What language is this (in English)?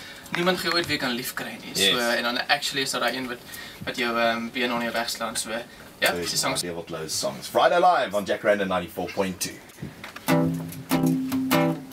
Afrikaans